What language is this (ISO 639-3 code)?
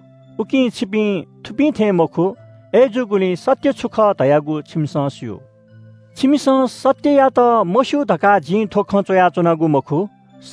new